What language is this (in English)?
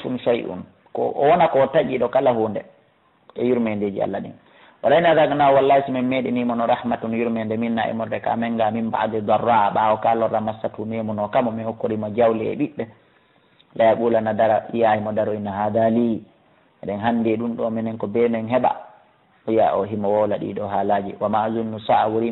Fula